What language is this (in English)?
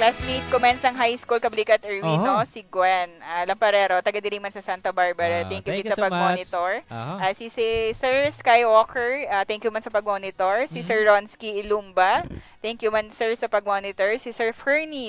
Hiligaynon